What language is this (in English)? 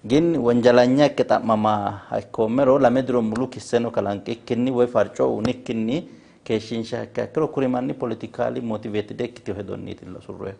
Sidamo